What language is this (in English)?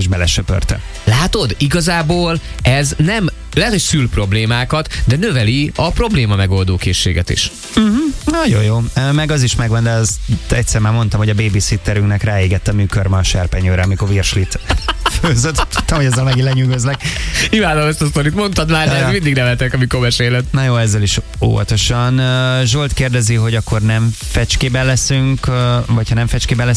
Hungarian